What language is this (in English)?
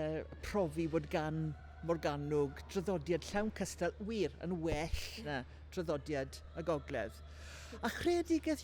Welsh